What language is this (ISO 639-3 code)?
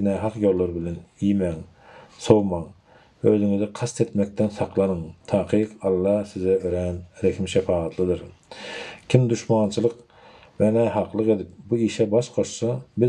tuk